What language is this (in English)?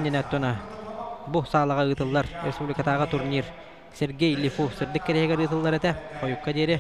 Yakut